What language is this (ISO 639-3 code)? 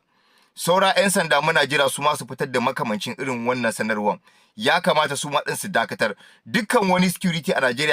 hau